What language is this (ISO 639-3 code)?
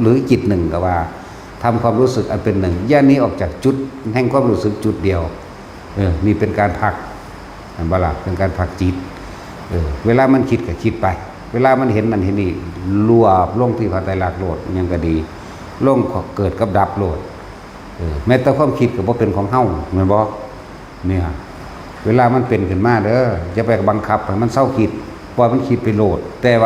tts